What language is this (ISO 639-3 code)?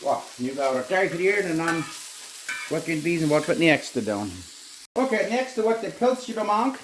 pdt